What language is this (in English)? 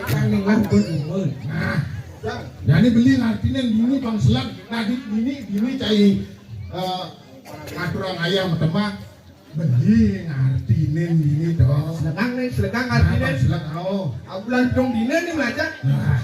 Balinese